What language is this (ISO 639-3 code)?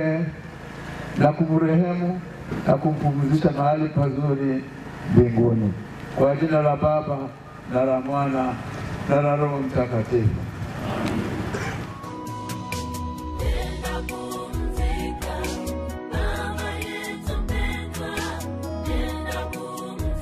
swa